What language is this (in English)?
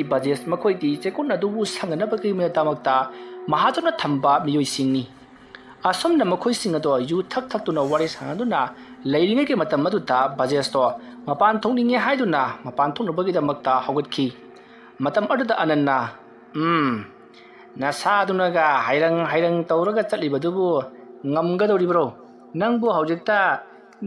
Manipuri